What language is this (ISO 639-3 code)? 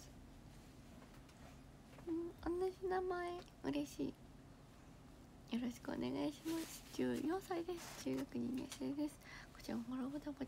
jpn